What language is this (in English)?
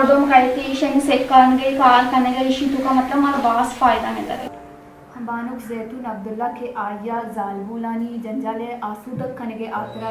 Baluchi